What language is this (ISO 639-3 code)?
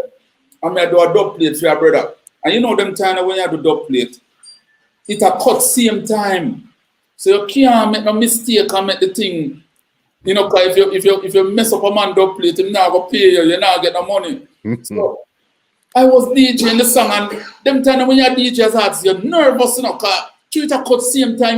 jam